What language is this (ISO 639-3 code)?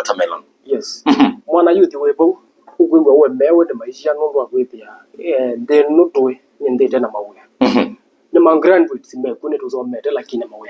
kam